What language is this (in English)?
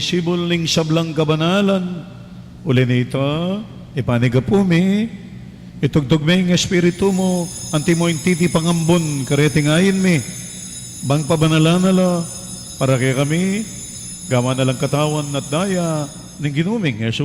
Pampanga